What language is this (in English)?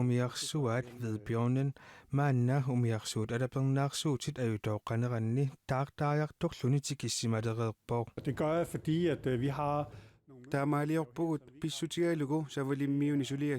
Kalaallisut